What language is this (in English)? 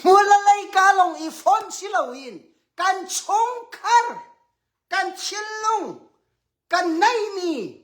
Hakha Chin